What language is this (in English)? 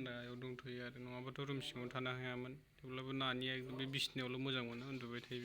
Bodo